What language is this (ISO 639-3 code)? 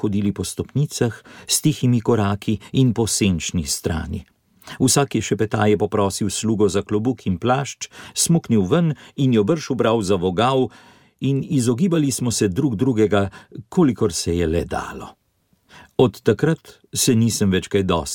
slv